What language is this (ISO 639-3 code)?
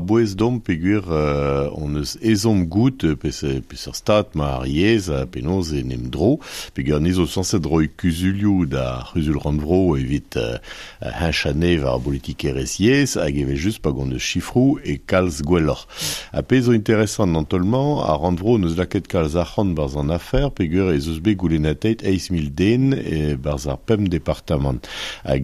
bre